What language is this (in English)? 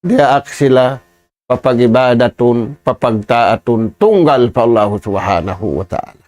Tausug